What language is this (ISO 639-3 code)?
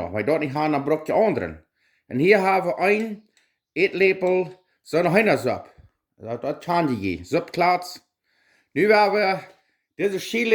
pdt